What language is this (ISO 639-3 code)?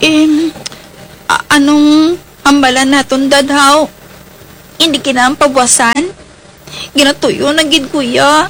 hil